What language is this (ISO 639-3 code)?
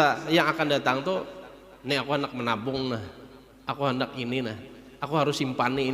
bjn